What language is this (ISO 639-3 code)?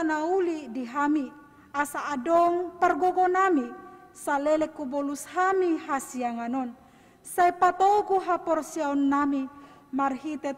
bbc